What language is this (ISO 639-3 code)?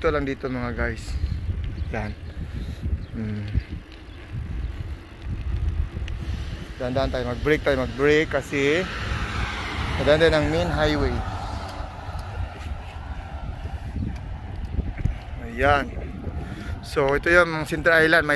fil